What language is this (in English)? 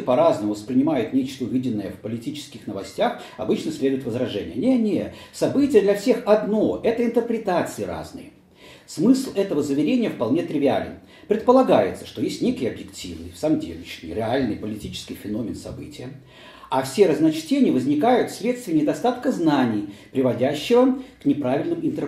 Russian